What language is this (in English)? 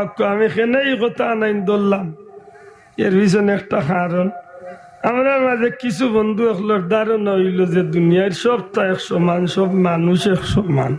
Sylheti